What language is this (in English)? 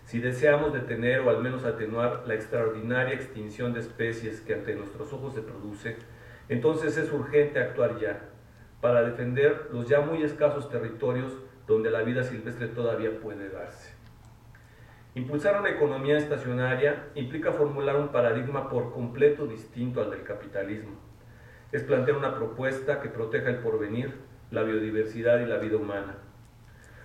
Spanish